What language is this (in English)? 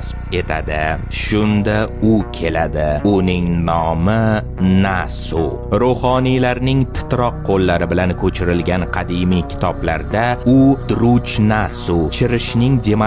Uzbek